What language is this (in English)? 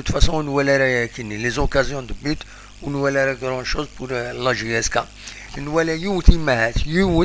Kabyle